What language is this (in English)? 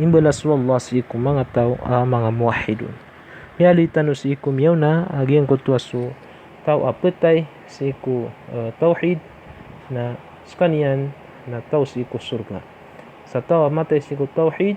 Maranao